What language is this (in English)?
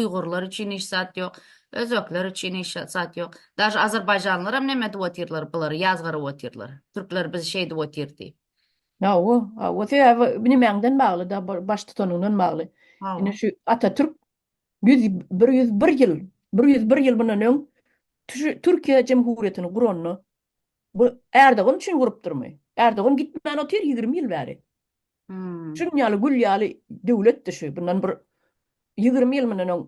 Turkmen